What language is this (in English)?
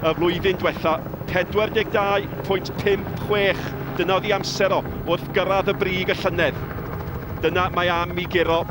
Welsh